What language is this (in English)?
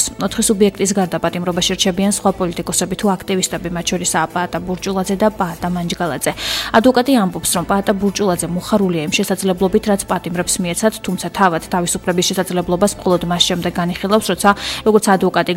Georgian